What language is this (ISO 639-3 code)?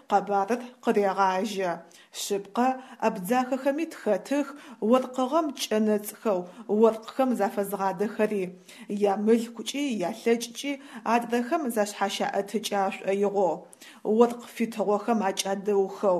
ady